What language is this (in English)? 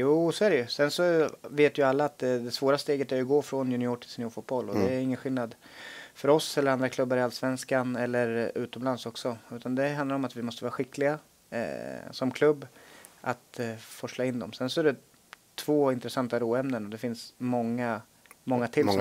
Swedish